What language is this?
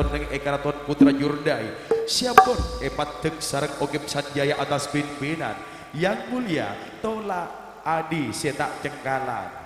Madurese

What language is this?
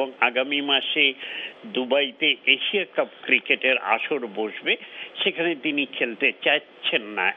Bangla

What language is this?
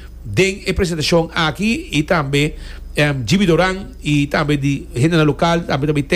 Papiamento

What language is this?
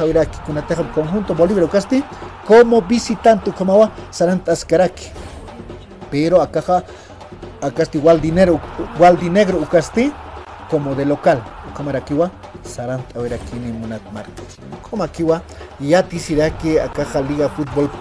Aymara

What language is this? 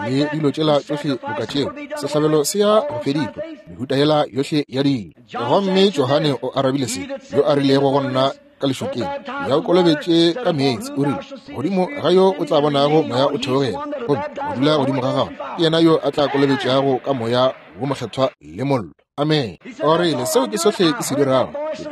Northern Sotho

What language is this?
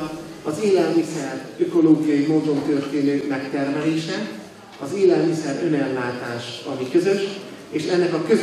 Hungarian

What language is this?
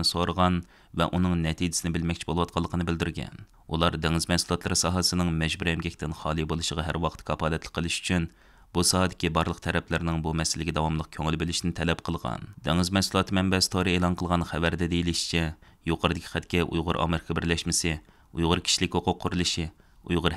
Uyghur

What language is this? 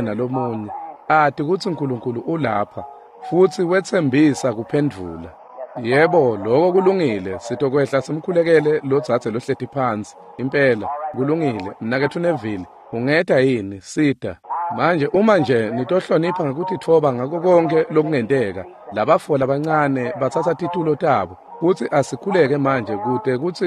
Swati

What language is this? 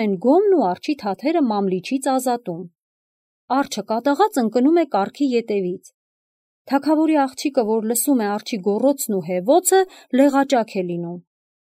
Armenian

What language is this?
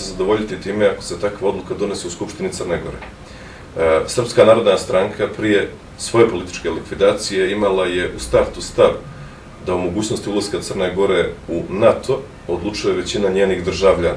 Bosnian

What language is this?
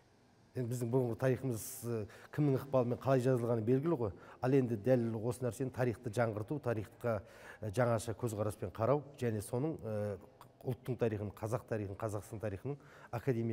Kazakh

